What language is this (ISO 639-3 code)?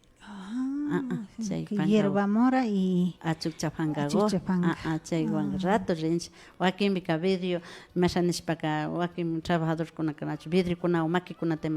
qvi